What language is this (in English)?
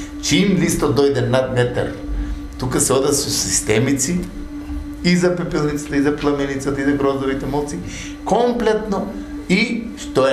Macedonian